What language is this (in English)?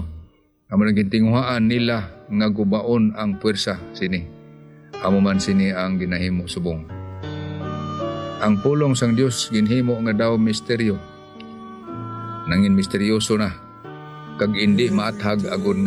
Hiligaynon